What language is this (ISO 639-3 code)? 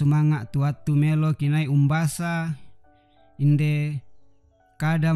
sda